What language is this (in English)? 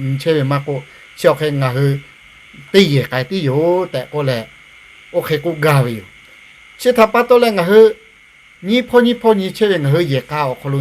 Lahu